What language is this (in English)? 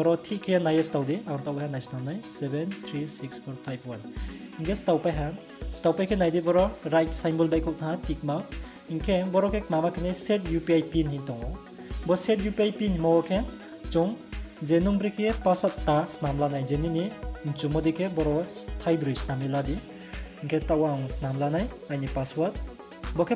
Riang (India)